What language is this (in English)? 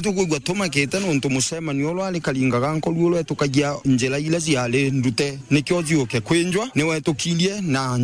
Meru